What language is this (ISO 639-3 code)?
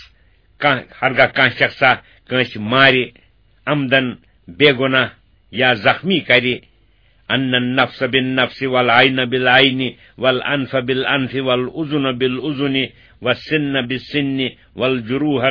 kas